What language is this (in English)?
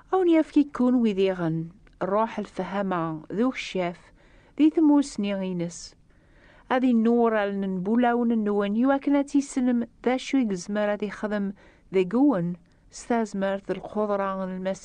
Kabyle